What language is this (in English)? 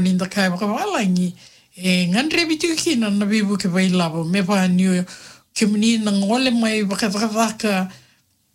Fijian